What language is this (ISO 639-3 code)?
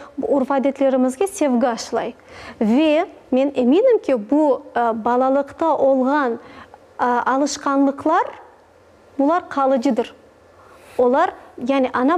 crh